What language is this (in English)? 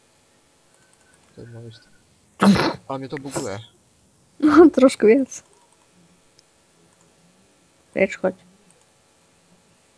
Czech